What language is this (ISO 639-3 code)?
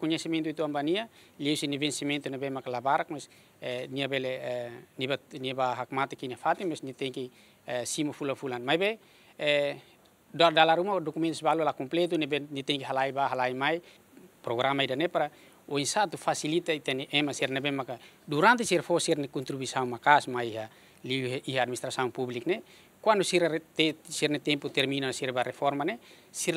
tet